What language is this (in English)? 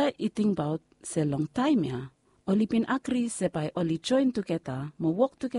Bislama